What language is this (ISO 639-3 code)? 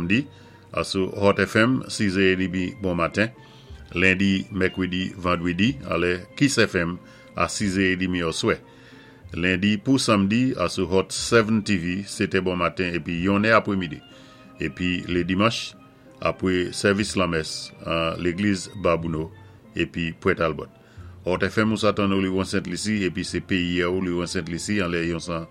acf